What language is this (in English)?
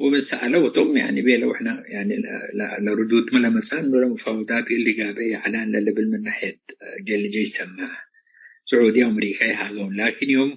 Tigre